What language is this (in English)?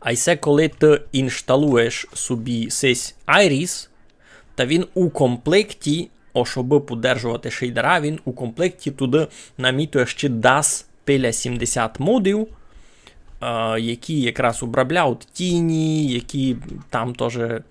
Rusyn